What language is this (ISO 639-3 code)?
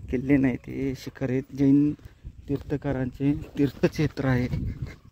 mar